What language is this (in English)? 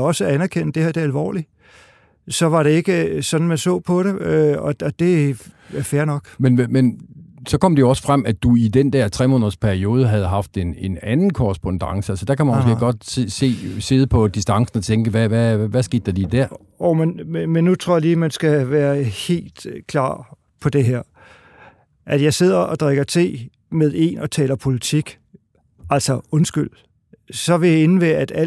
Danish